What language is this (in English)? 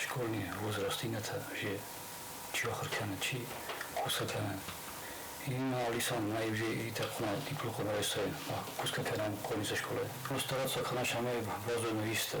Ossetic